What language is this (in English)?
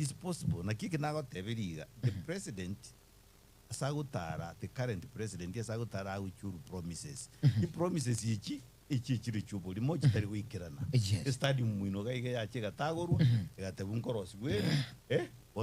Gusii